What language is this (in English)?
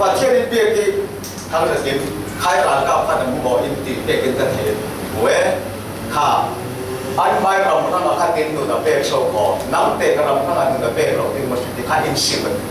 Falam Chin